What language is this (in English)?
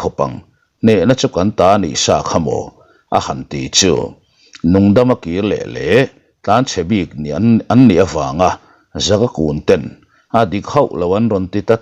Mizo